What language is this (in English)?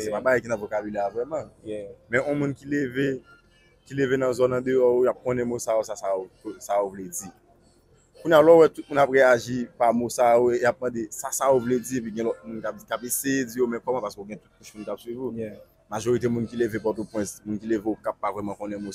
Haitian Creole